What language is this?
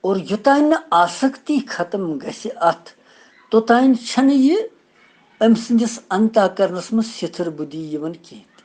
Kashmiri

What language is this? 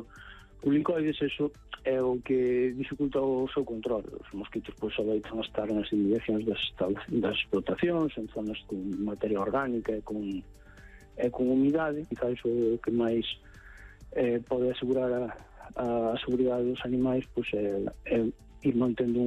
Galician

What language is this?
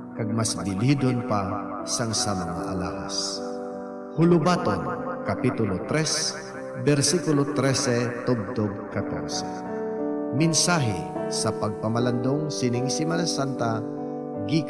Hiligaynon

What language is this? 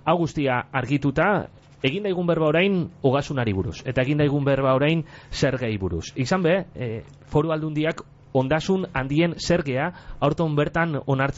Basque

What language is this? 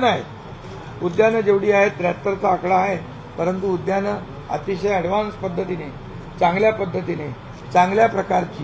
Marathi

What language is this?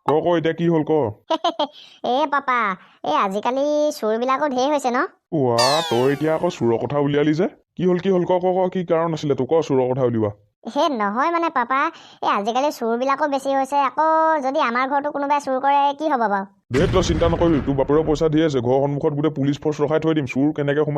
Assamese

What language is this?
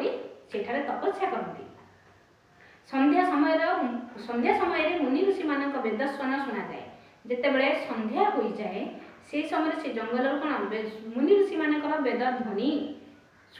Odia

